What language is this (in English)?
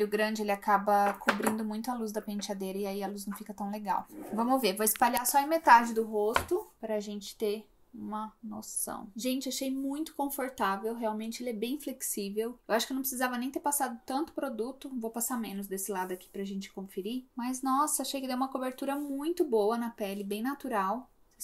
Portuguese